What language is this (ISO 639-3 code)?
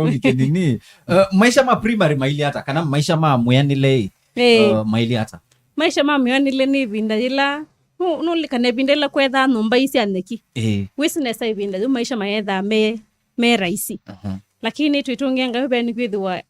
kam